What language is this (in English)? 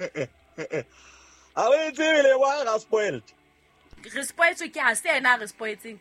Southern Sotho